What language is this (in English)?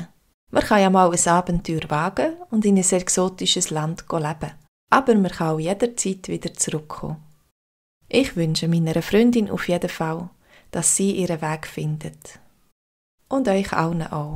Swiss German